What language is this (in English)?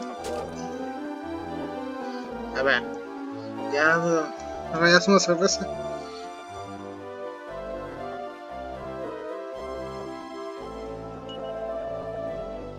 Spanish